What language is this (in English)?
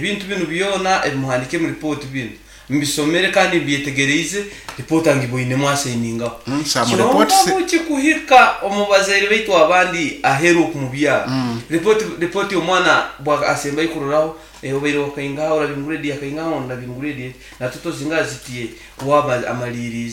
Nyankole